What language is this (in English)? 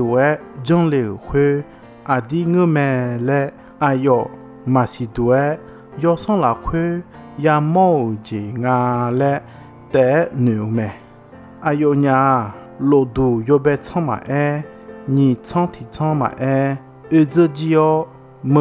Akha